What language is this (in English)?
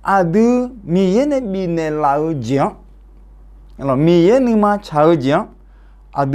Akha